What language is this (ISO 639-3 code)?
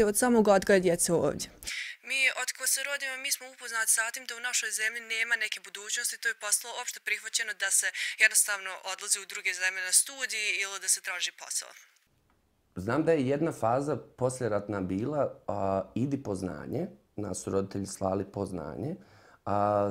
bos